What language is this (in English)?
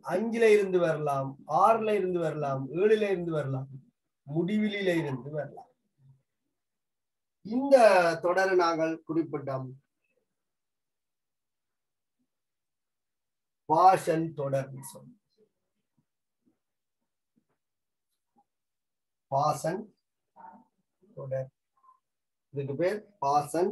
Tamil